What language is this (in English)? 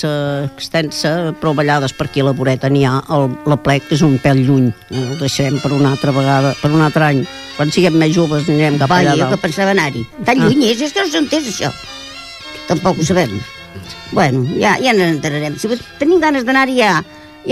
Catalan